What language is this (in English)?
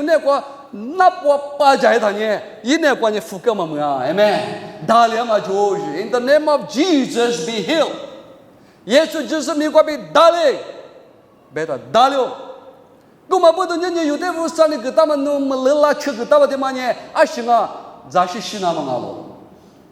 Lisu